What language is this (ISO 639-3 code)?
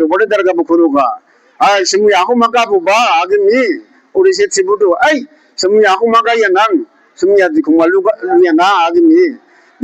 dis